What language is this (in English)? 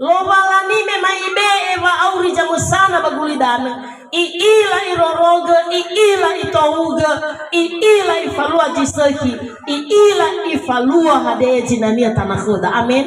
Nias